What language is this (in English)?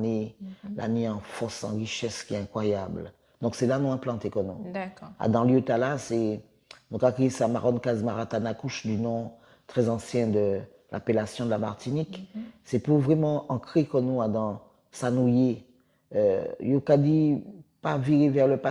Guadeloupean Creole French